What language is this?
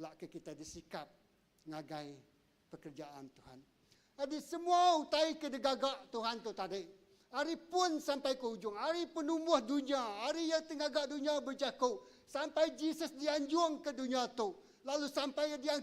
Iban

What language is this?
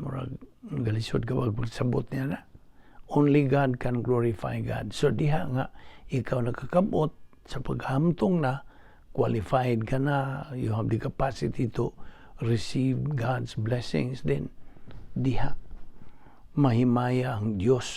Cebuano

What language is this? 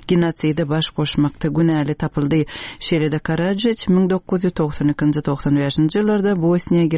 Turkmen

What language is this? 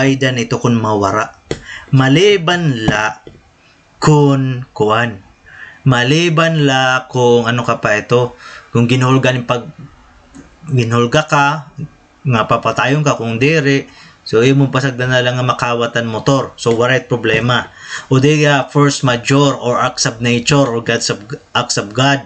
Waray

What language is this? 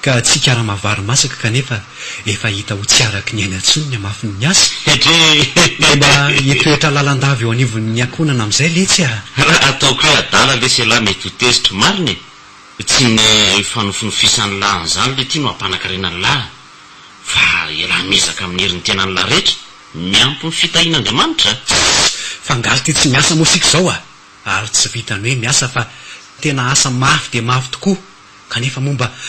Malagasy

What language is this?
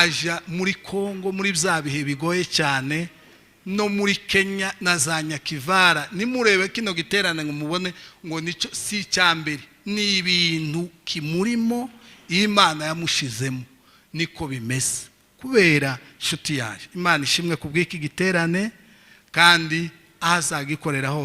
Rundi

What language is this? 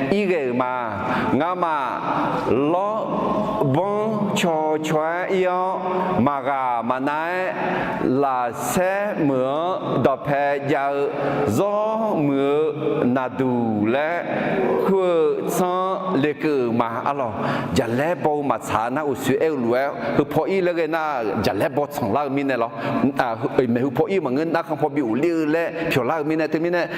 Akha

